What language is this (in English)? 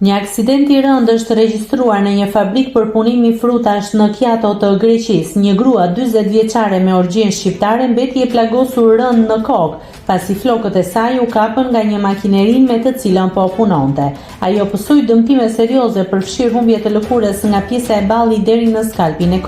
Albanian